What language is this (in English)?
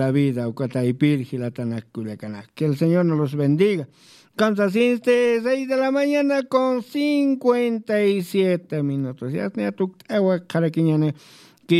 Aymara